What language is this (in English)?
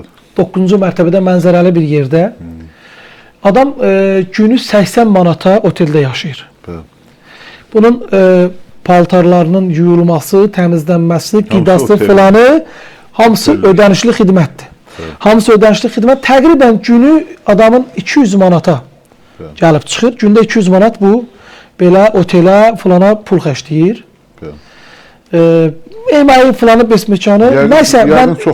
Azerbaijani